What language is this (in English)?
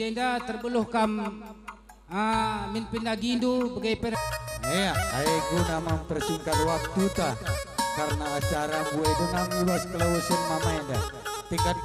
Batak Karo